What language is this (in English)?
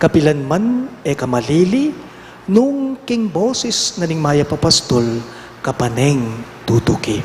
Pampanga